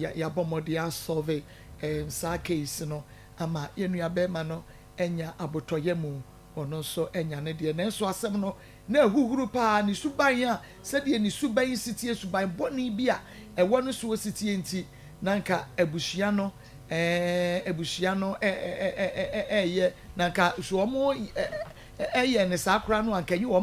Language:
Akan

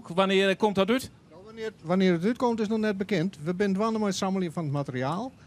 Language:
Western Frisian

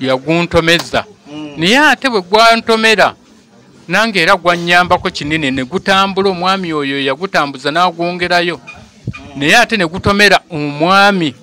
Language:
Ganda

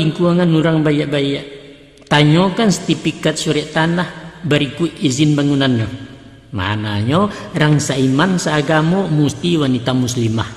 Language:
Minangkabau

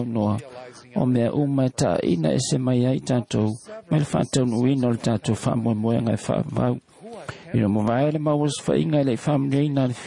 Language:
Samoan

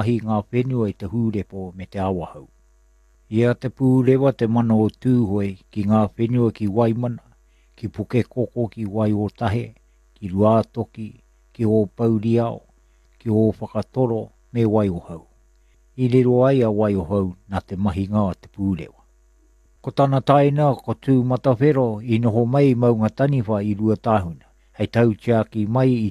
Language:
Māori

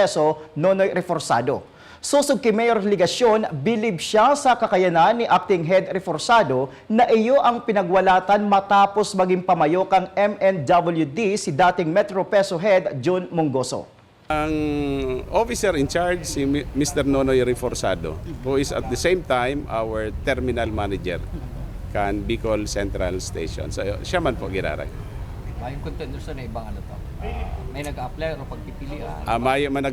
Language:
Bikol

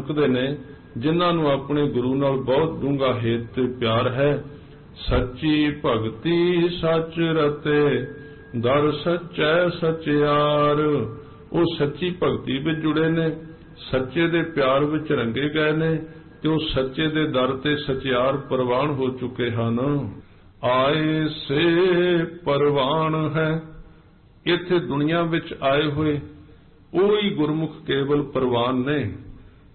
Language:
Punjabi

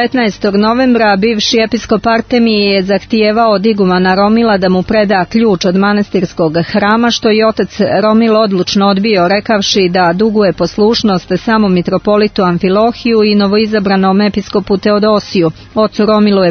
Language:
Serbian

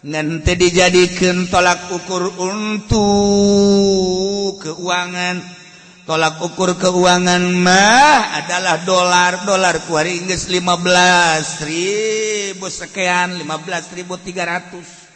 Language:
Sundanese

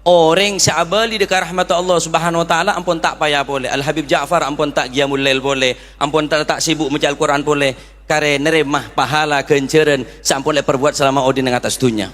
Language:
Madurese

